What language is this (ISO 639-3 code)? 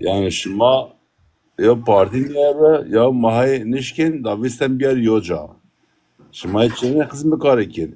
zza